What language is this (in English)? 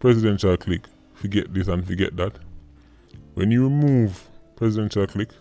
Jamaican Creole English